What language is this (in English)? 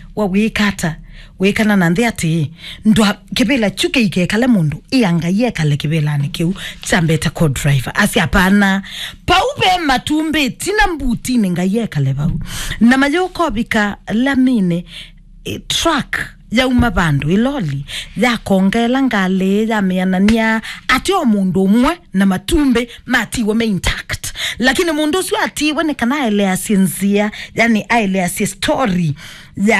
Kamba